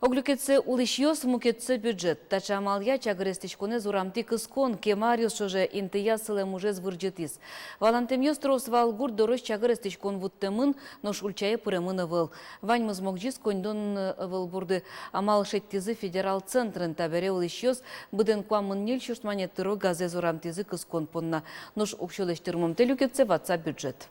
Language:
Udmurt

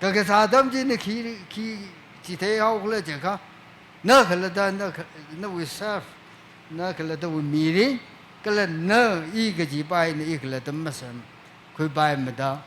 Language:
Tangkhul Naga (India)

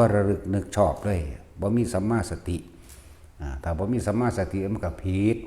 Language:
Lao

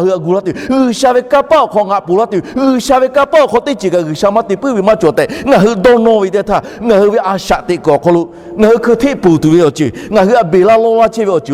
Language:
Lahu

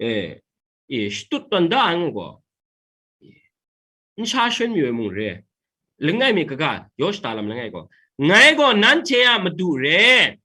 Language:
Kachin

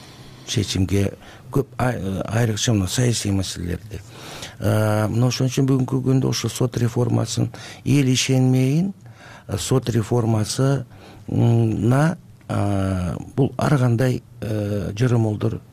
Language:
Kyrgyz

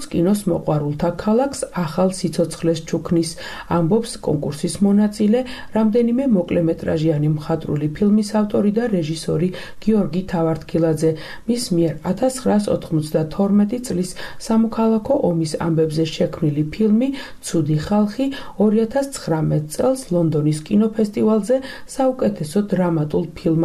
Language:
Georgian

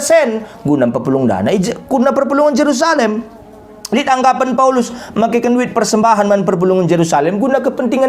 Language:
Batak Karo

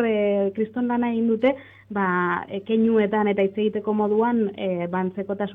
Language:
Basque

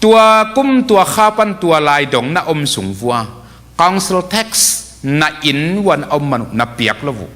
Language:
Tedim Chin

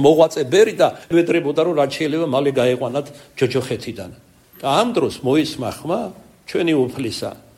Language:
Georgian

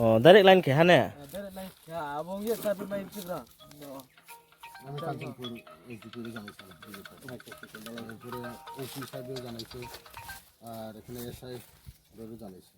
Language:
Riang (India)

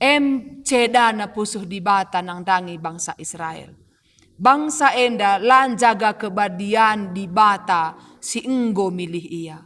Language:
Batak Karo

